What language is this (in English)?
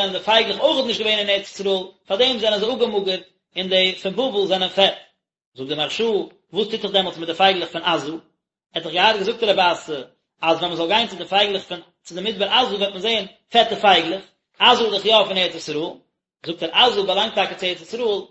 Yiddish